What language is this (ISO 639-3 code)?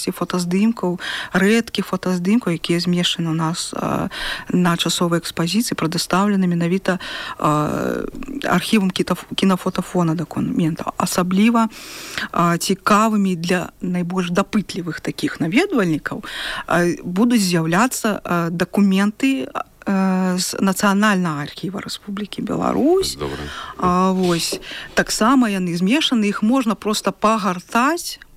bel